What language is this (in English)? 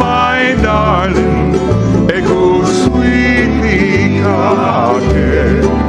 Hawaiian